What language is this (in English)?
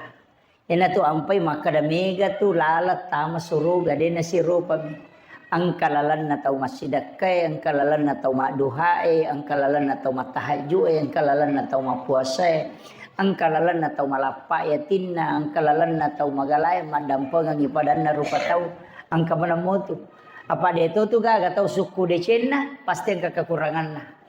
Buginese